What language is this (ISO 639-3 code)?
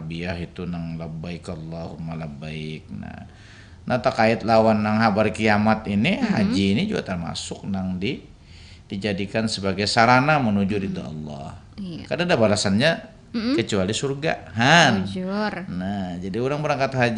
bjn